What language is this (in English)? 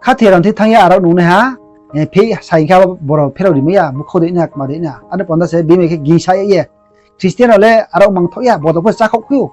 Riang (India)